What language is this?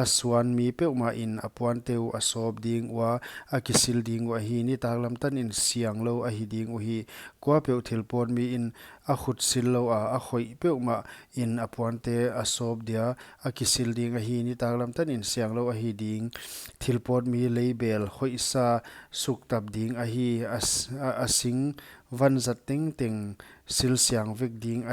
Paite Chin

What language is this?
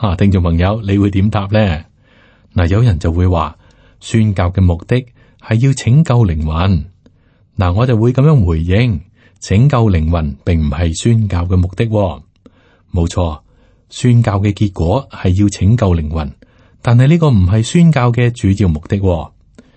Cantonese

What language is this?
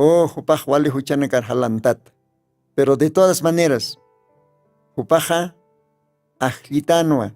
Aymara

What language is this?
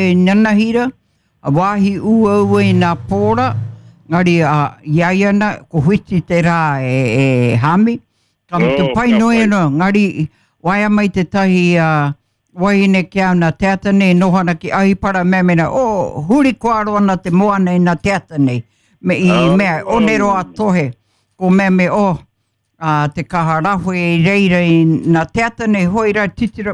Māori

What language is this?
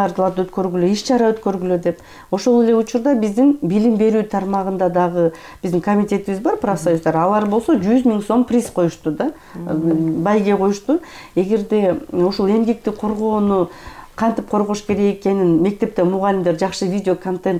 Kyrgyz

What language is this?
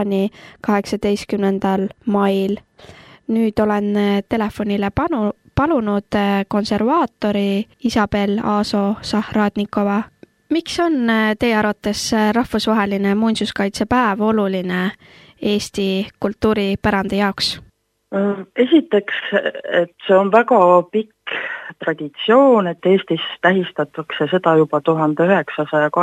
Estonian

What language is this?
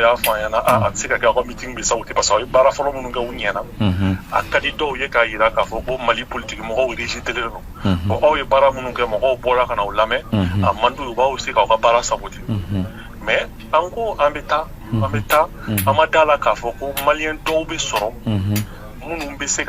Bambara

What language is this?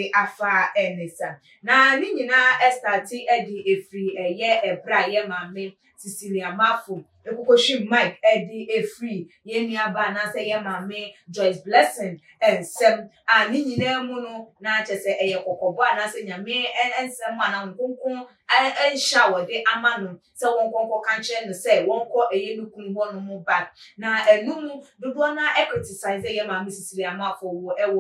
Akan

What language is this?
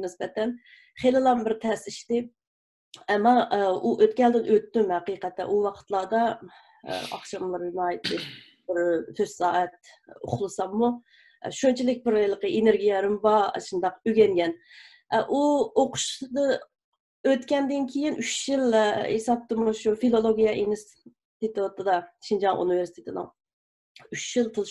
Uyghur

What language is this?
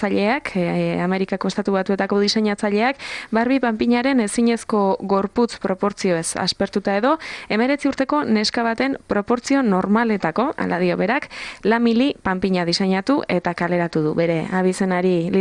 Basque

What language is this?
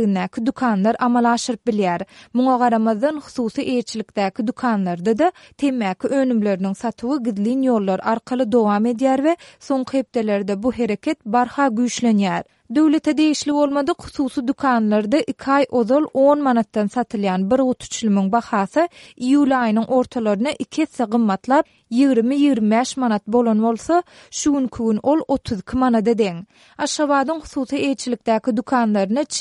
Turkmen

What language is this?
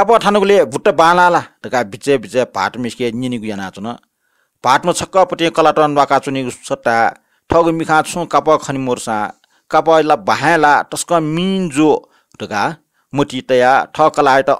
Newari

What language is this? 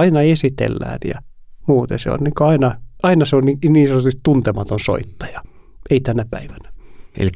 Finnish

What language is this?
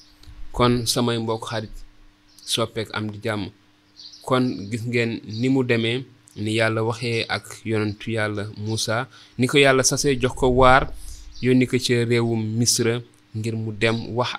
Wolof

